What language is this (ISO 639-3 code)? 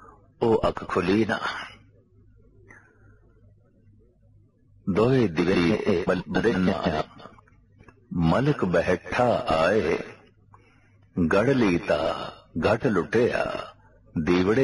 pan